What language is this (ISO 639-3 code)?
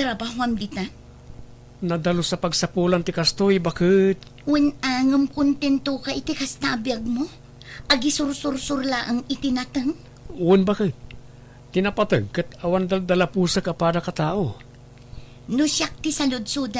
ilo